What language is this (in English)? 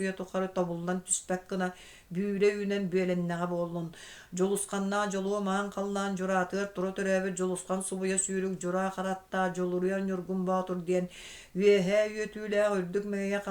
Yakut